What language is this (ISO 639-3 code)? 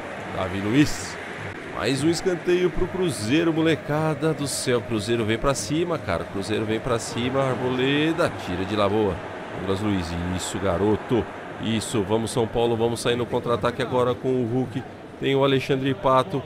por